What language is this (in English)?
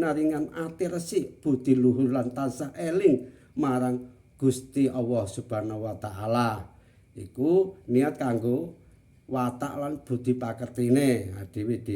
Javanese